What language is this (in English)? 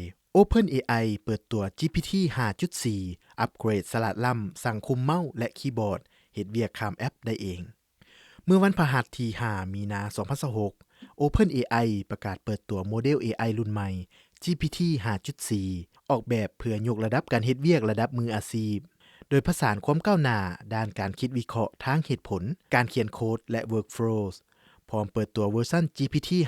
Lao